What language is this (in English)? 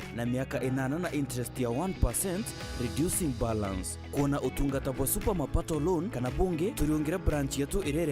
Meru